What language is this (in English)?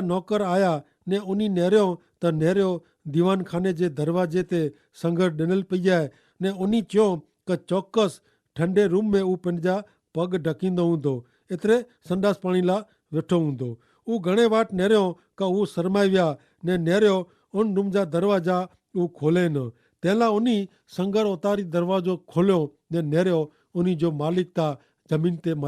Kachhi